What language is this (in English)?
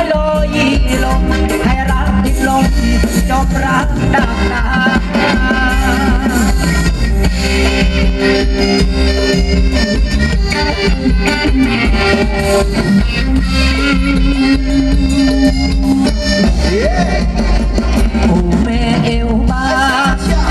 Thai